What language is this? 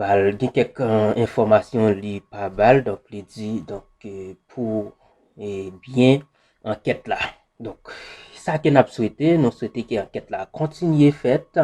Haitian Creole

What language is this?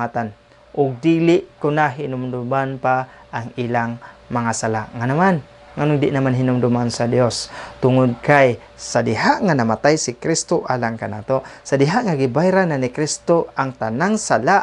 Cebuano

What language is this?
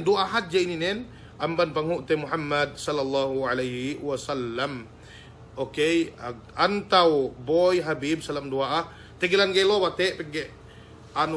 Yakan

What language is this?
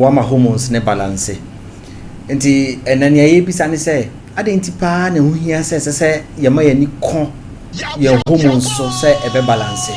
Akan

